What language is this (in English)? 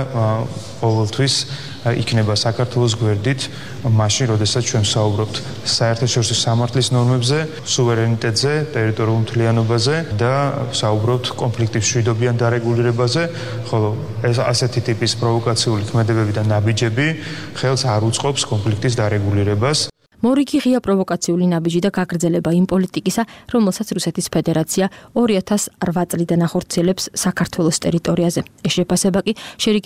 Georgian